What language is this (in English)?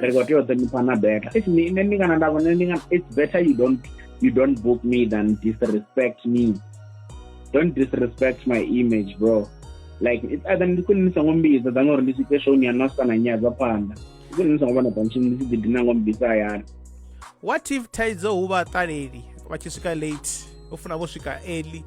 Venda